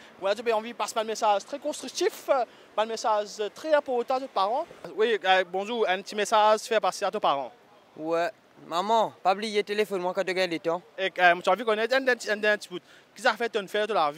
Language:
Morisyen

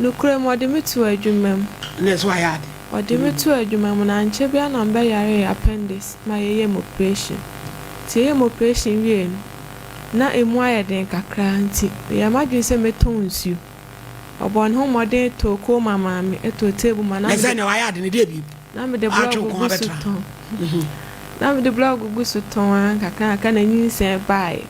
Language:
Akan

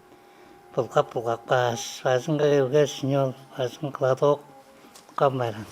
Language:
Tuvinian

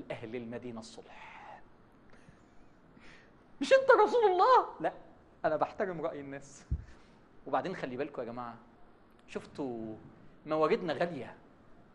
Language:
Egyptian Arabic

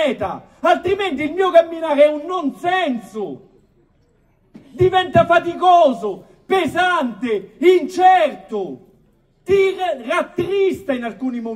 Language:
Italian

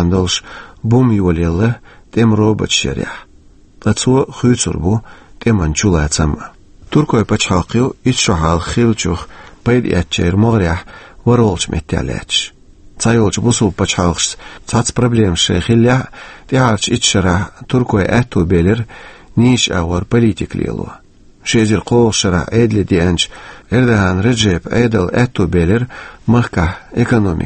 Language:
Chechen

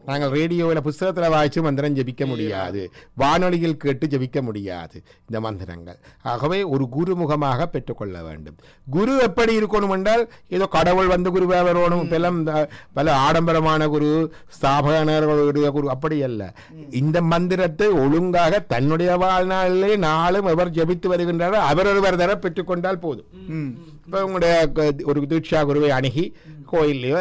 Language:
Tamil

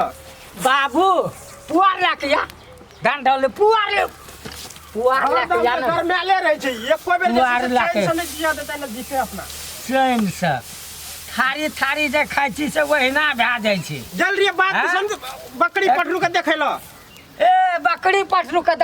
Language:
Maithili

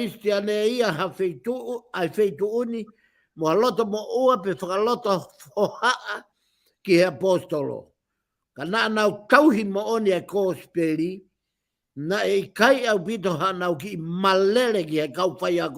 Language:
Tongan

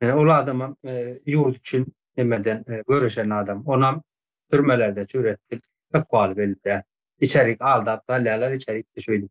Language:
Turkmen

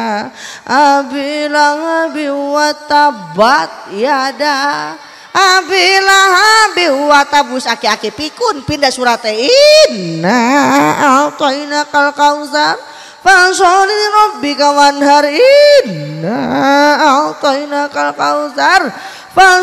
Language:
Indonesian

